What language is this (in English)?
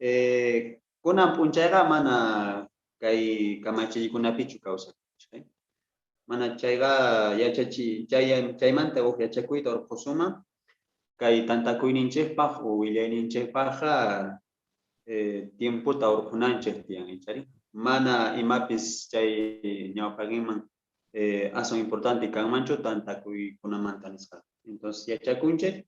South Bolivian Quechua